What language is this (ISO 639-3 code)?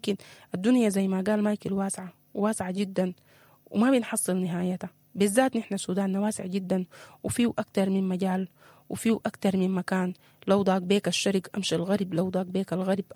apd